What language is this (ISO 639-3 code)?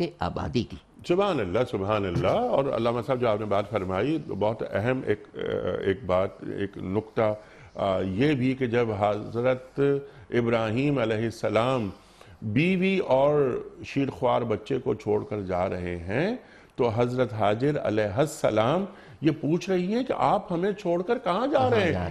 urd